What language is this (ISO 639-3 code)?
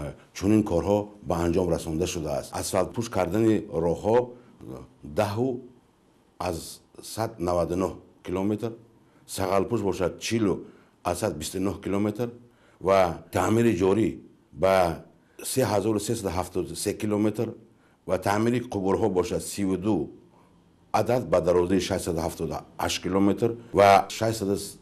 tgk